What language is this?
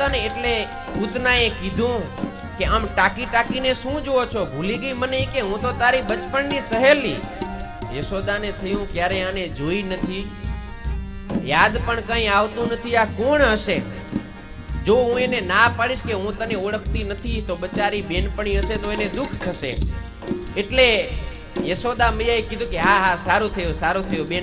Gujarati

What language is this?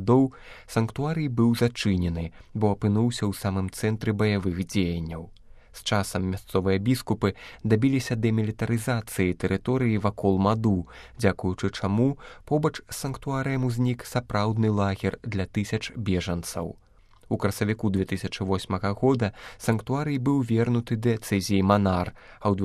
Belarusian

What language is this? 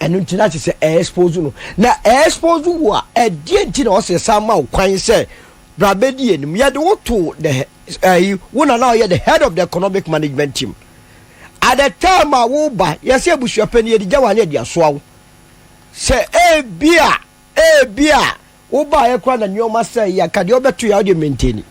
Akan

